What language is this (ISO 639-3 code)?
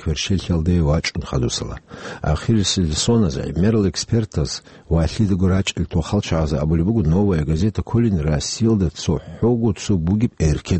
ava